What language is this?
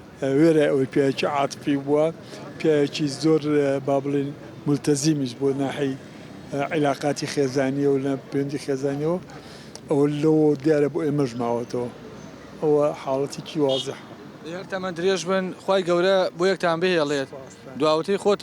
Central Kurdish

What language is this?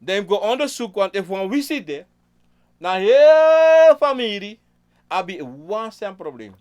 Sranan Tongo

